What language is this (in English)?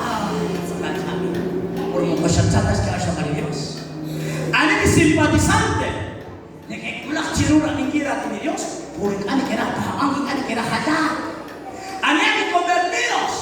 Kekchí